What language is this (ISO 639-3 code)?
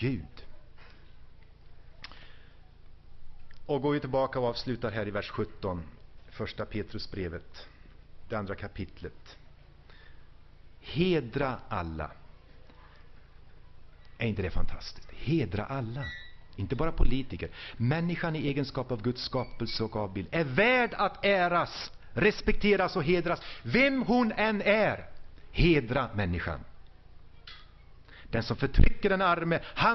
swe